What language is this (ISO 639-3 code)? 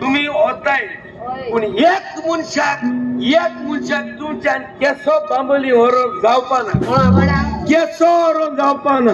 kok